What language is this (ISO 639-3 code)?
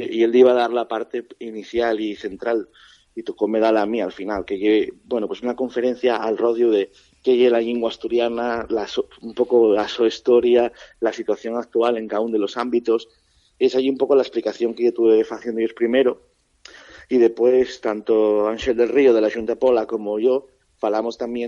ast